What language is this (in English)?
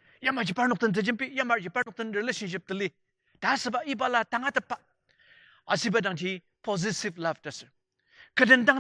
Ao Naga